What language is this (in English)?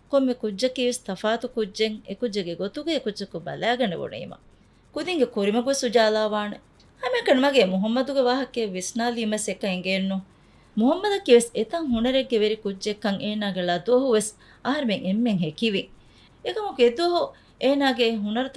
Divehi